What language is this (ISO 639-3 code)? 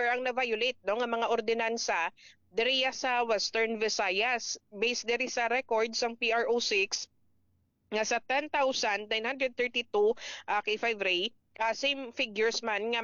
hil